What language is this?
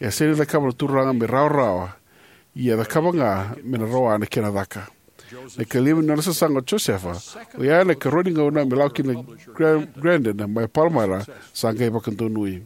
Fijian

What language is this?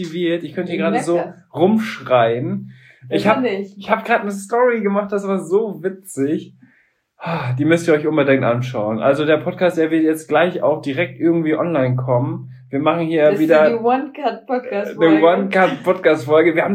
German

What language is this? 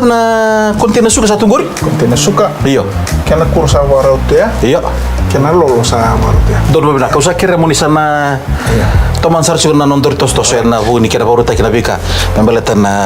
Fijian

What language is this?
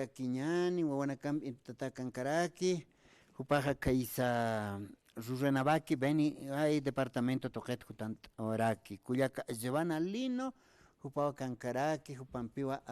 Aymara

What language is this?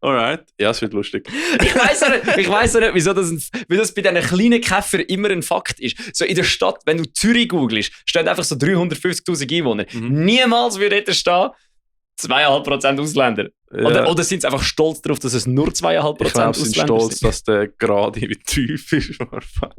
Swiss German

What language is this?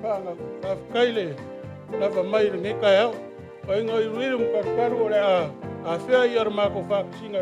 Samoan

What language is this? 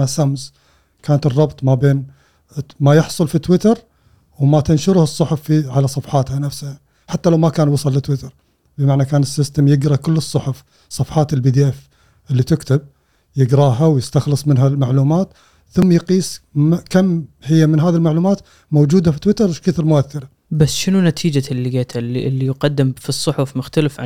Gulf Arabic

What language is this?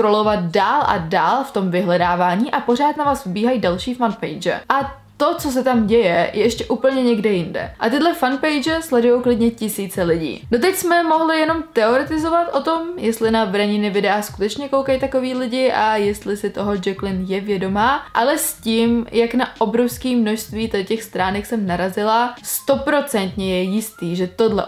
Czech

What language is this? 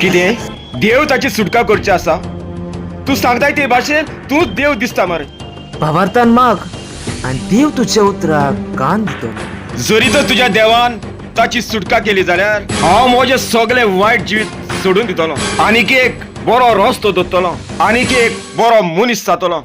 Konkani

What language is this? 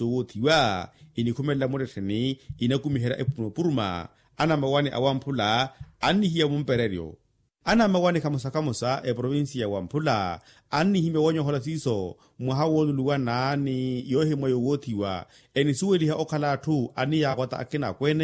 Makhuwa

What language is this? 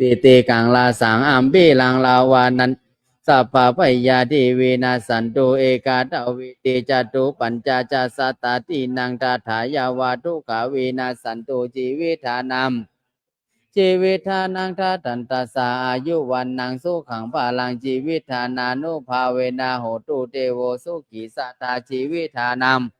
Pali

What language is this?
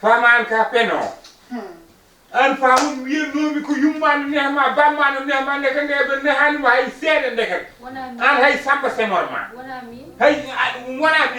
Fula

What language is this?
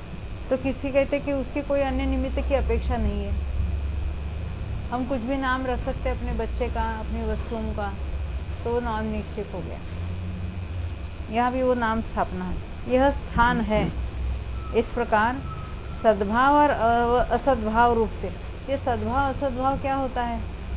Hindi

